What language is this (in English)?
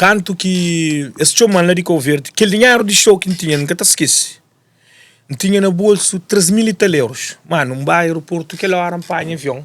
Kabuverdianu